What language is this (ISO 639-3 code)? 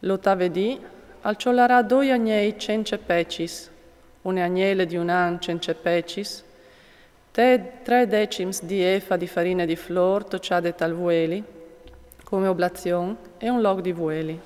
fur